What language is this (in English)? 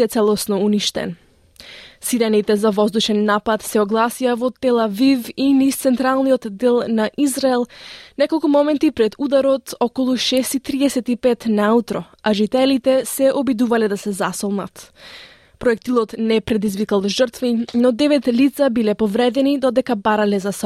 Macedonian